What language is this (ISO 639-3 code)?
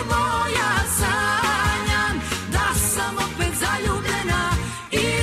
srp